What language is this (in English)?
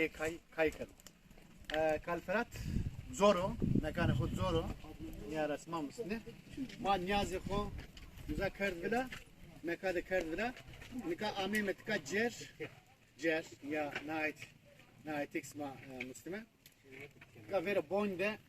Zaza